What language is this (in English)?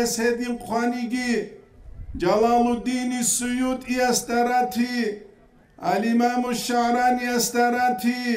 Avaric